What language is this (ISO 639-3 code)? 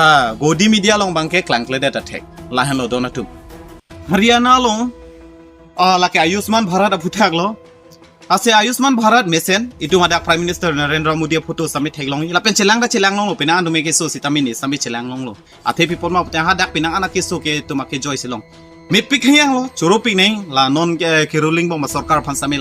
mjw